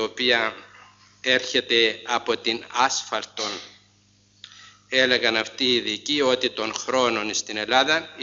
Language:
Greek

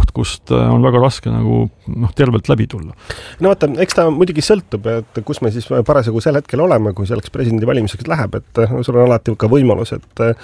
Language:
Estonian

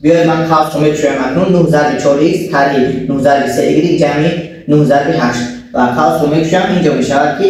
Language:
Tajik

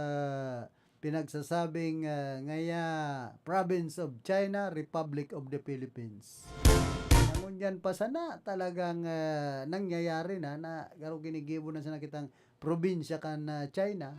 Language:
Bikol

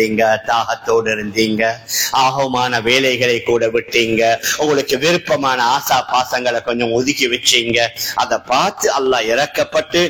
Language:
Tamil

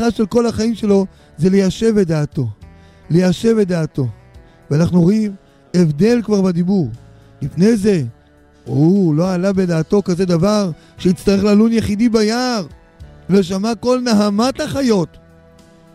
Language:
Hebrew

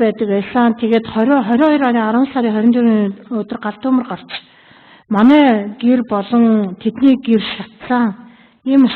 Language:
Mongolian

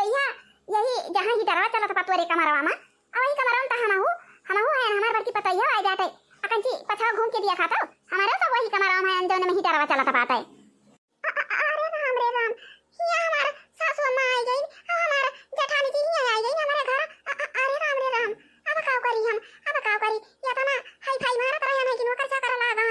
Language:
Awadhi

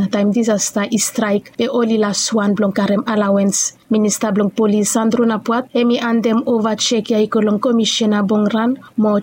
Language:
Bislama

